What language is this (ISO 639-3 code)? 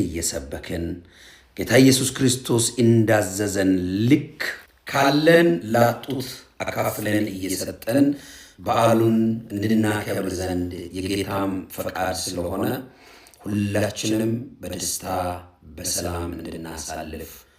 amh